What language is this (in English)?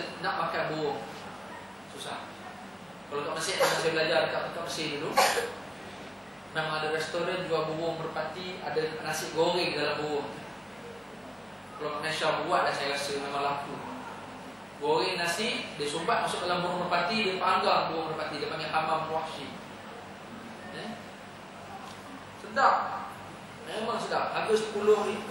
Malay